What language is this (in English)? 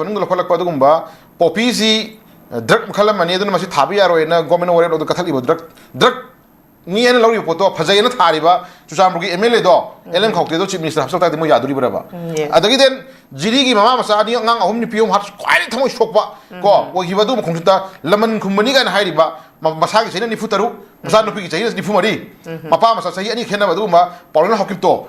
Manipuri